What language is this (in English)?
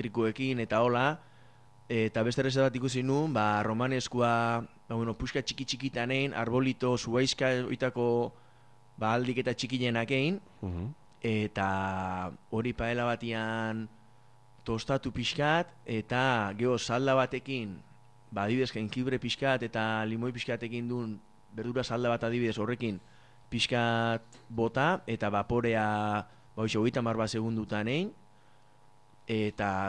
Basque